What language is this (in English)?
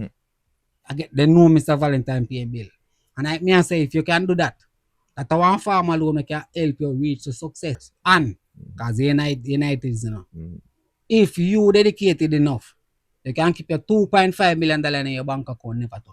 Jamaican Creole English